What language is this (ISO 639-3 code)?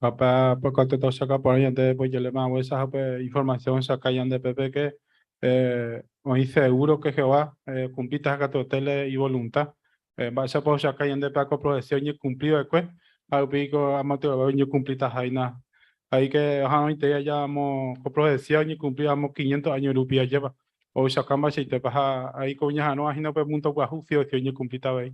grn